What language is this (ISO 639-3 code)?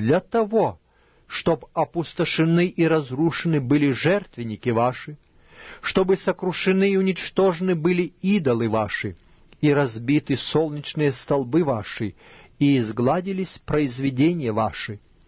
rus